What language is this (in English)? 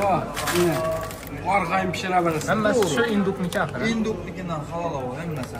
Turkmen